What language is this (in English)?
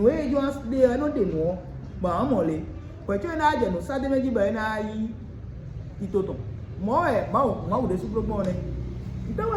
Fon